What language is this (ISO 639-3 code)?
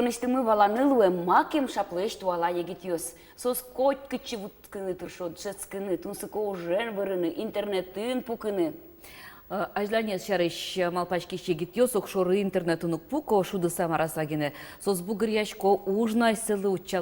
udm